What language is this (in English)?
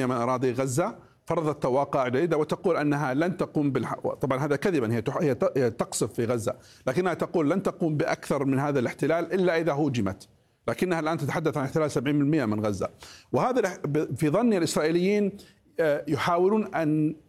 Arabic